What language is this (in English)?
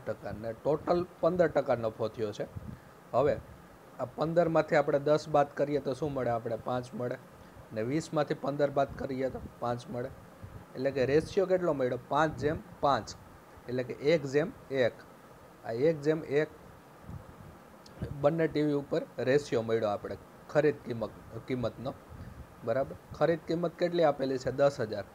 Gujarati